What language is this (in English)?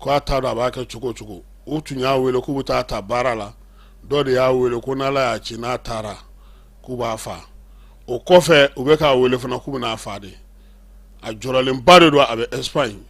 Bambara